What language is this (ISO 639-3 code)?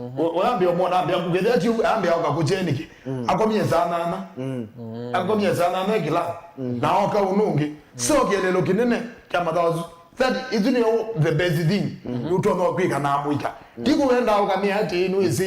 kam